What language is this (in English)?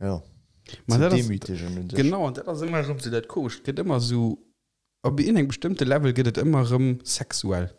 Luxembourgish